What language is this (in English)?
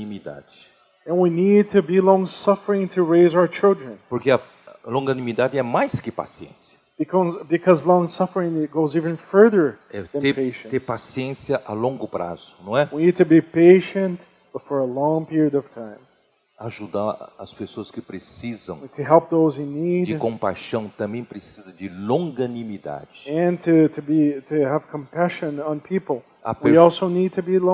Portuguese